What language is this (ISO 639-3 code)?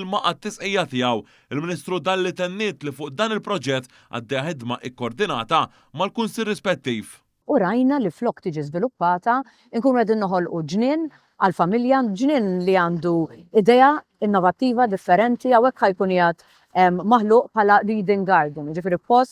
mlt